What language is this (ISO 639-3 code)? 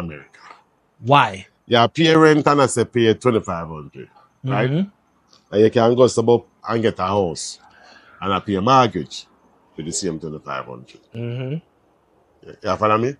jam